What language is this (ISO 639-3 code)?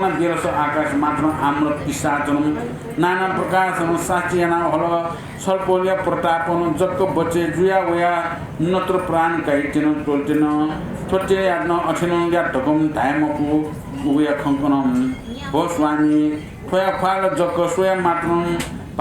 new